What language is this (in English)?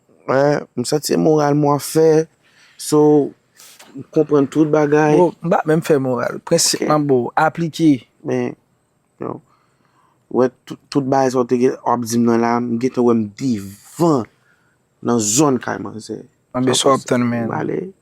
Haitian Creole